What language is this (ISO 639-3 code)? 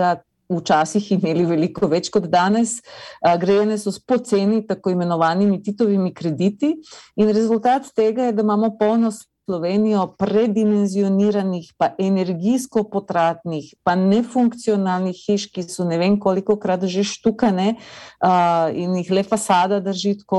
slv